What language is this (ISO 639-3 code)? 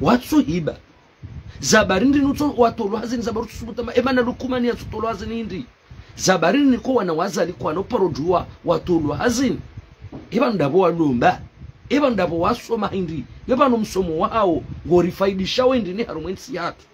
zdj